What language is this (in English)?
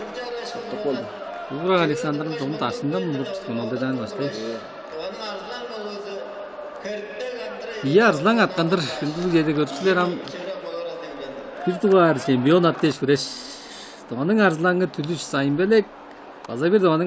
Tuvinian